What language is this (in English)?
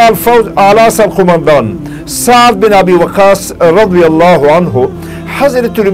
Pashto